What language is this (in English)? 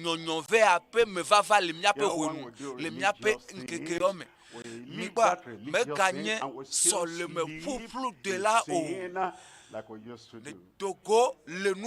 Ewe